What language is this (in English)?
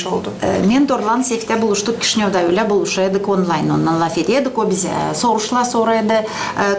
Gagauz